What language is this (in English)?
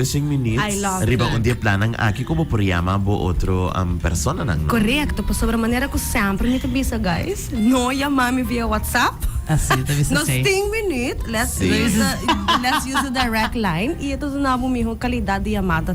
Papiamento